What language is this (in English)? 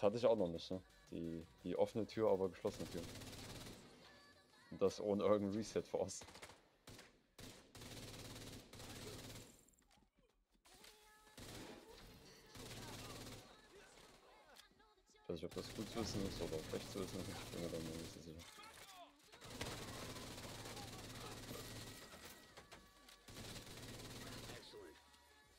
German